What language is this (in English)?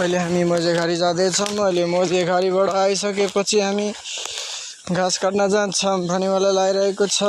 Nepali